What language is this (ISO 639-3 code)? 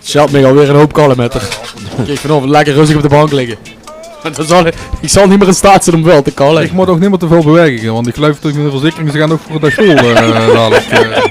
lim